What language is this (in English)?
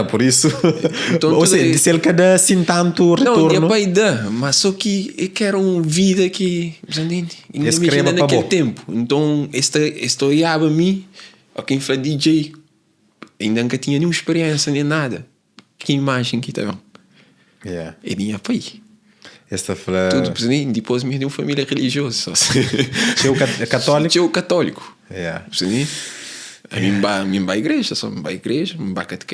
Kabuverdianu